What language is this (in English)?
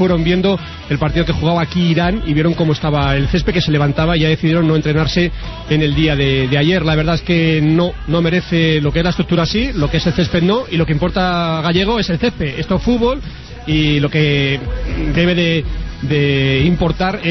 Spanish